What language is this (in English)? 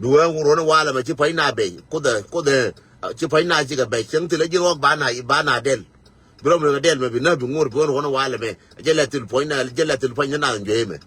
Nuer